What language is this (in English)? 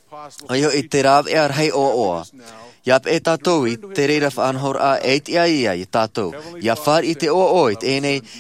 Tahitian